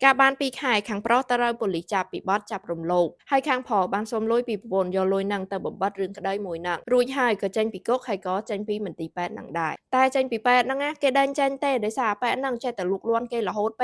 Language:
Khmer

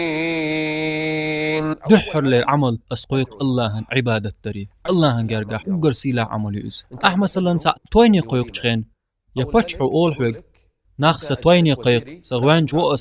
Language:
Chechen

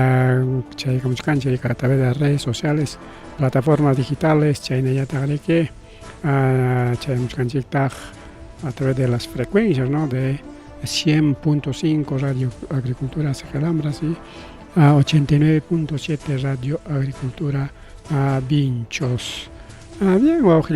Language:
Ayacucho Quechua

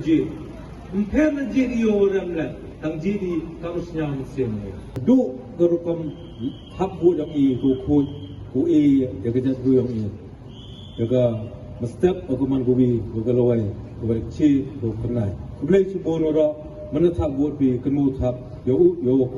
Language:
Khasi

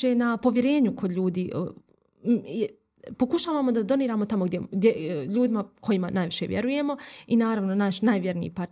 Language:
Bosnian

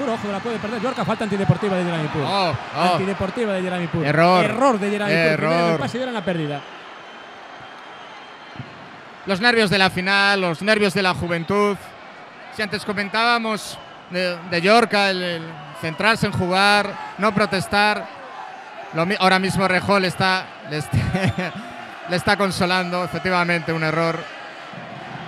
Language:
Spanish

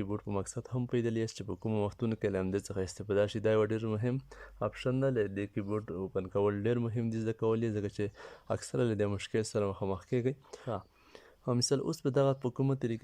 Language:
Pashto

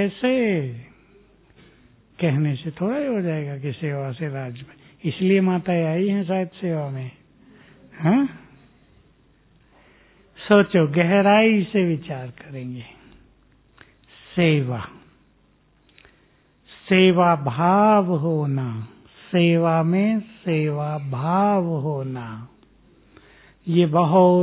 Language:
Hindi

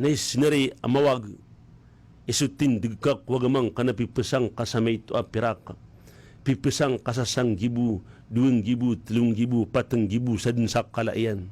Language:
Maranao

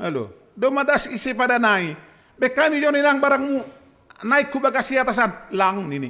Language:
Batak Simalungun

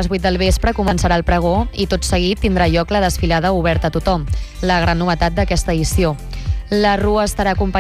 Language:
Catalan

